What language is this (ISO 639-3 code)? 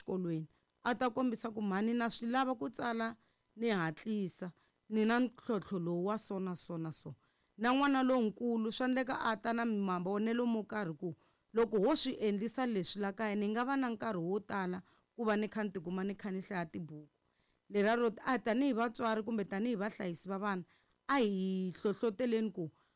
tso